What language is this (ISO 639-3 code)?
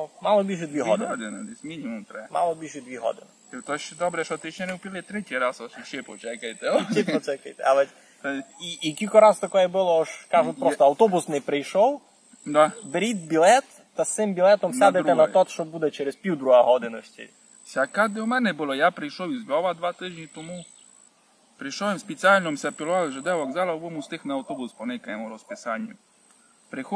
rue